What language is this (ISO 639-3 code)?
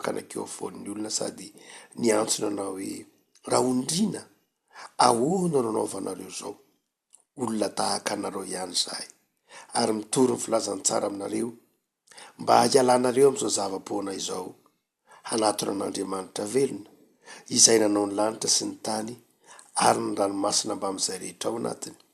mlg